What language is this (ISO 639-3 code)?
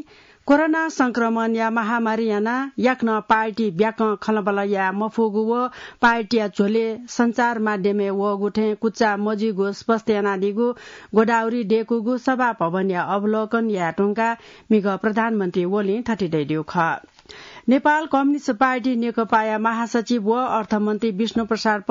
new